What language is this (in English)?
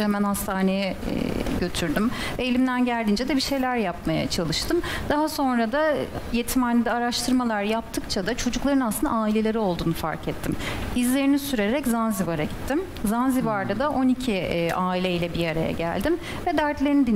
Turkish